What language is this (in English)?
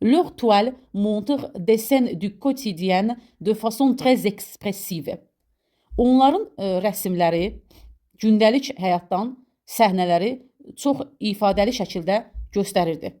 Azerbaijani